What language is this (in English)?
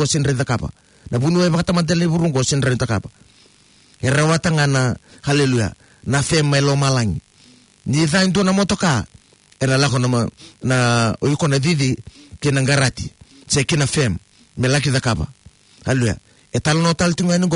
Fijian